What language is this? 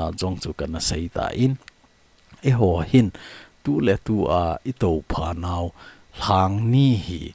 Thado Chin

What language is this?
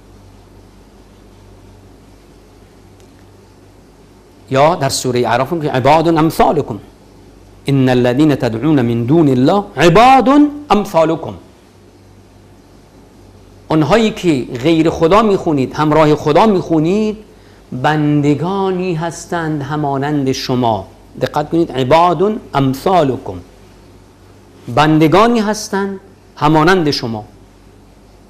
Persian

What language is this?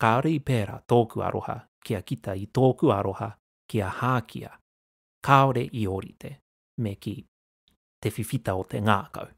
Māori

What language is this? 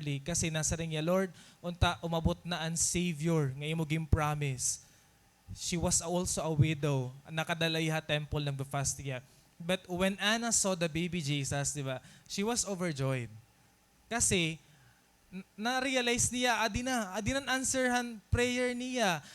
Waray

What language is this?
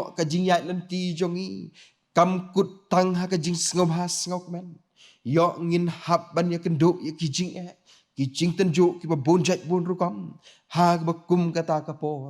Khasi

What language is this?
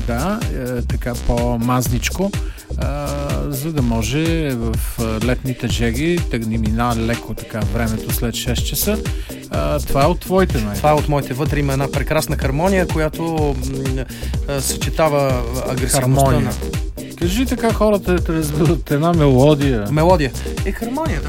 Bulgarian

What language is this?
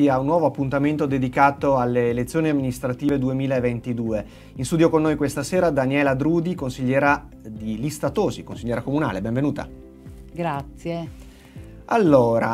Italian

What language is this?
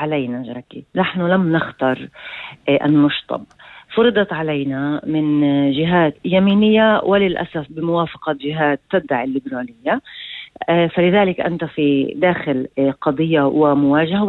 North Levantine Arabic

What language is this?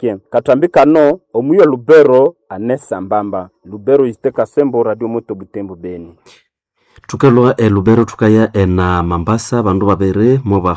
Nande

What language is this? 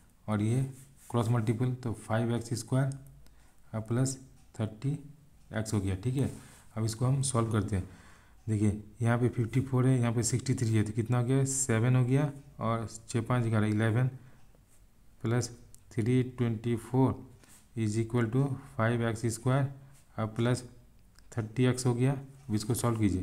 Hindi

